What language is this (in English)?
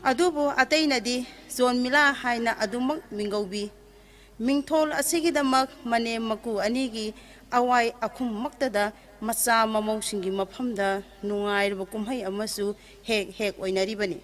Manipuri